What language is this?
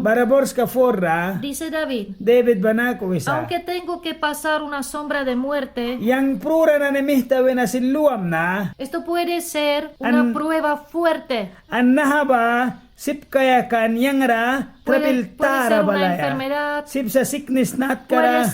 Mískito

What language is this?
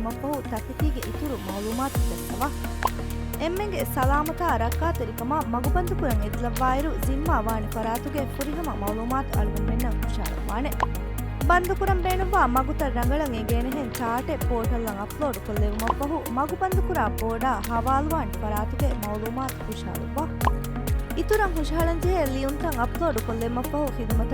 Divehi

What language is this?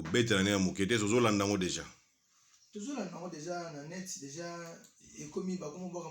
Lingala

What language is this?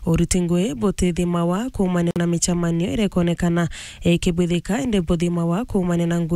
Meru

